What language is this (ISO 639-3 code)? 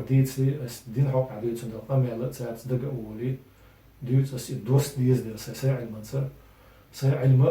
che